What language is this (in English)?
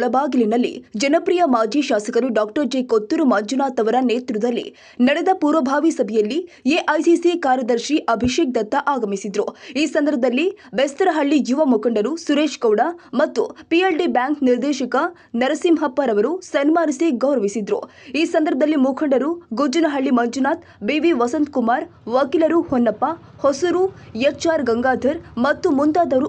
Kannada